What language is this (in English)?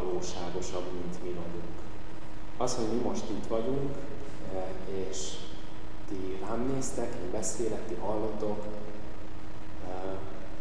Hungarian